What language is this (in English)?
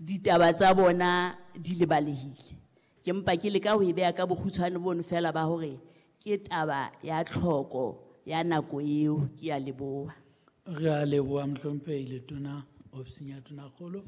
Southern Sotho